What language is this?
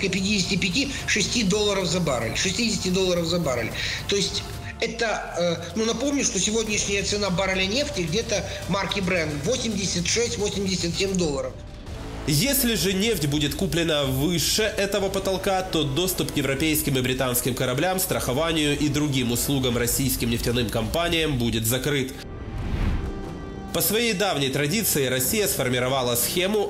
Russian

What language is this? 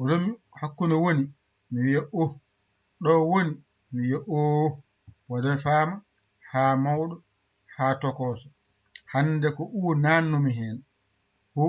Fula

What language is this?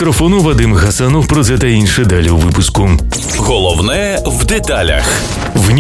Ukrainian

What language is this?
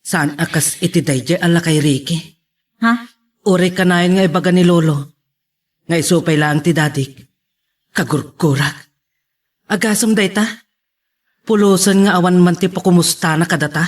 Iloko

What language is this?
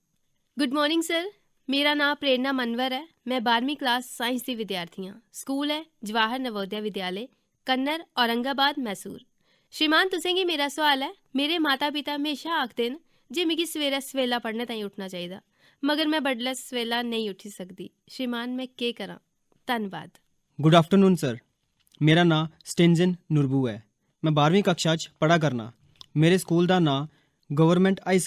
Dogri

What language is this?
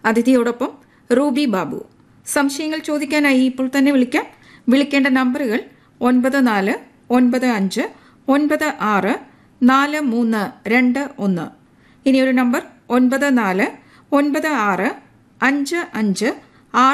Malayalam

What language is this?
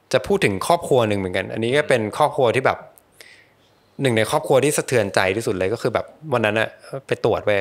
Thai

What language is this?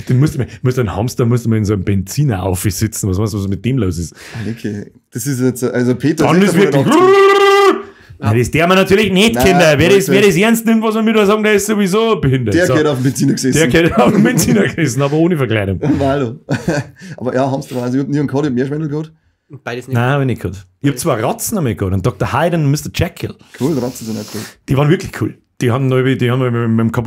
Bavarian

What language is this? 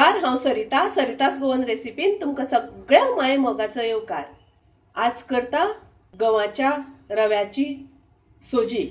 Konkani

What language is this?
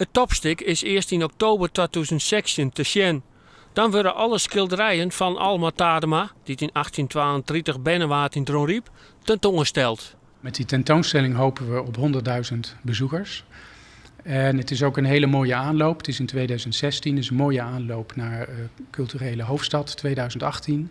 Western Frisian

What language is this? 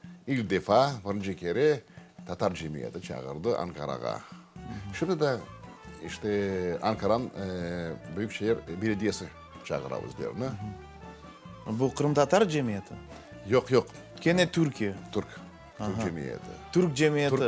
Crimean Tatar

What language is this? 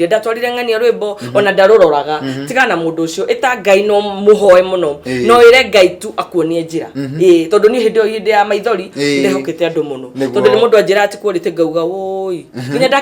Kikuyu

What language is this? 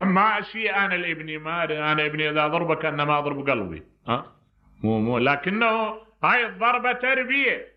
Mesopotamian Arabic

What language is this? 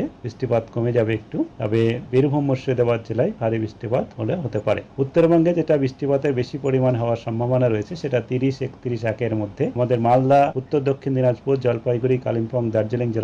Bangla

